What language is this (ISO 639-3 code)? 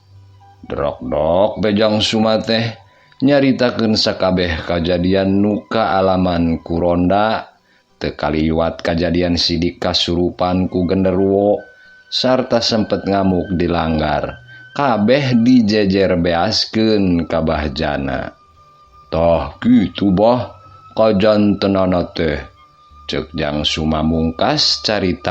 sun